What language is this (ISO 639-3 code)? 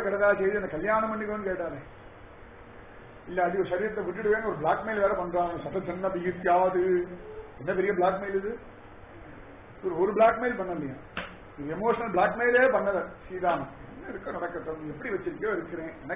tam